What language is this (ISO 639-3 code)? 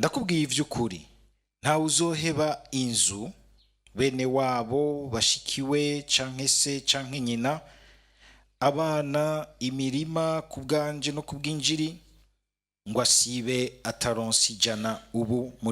run